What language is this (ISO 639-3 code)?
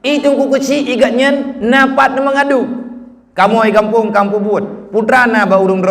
ace